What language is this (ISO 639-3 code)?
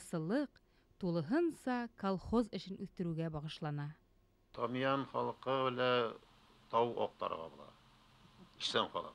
bak